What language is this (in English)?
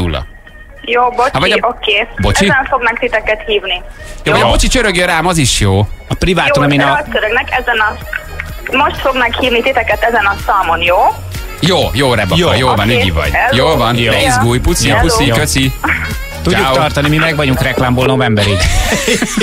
Hungarian